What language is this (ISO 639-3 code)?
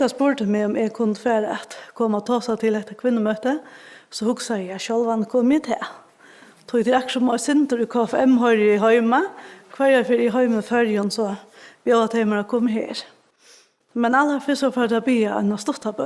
fao